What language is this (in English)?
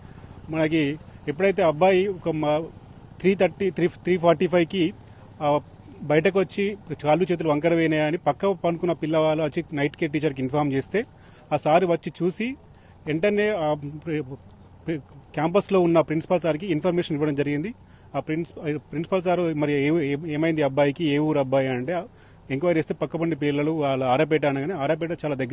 Telugu